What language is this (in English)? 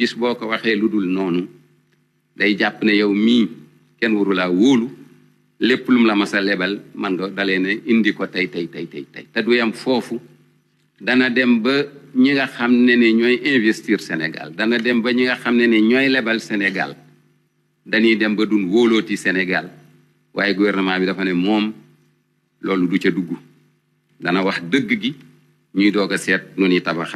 Wolof